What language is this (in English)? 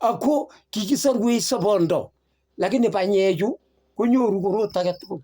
Kalenjin